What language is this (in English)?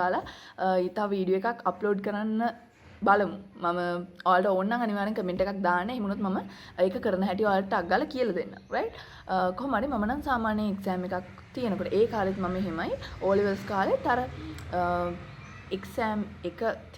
Sinhala